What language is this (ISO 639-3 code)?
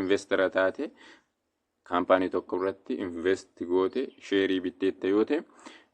orm